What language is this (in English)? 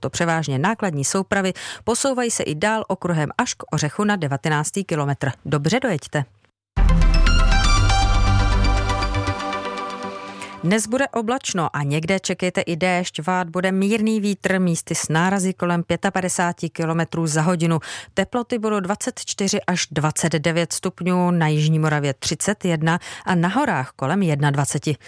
Czech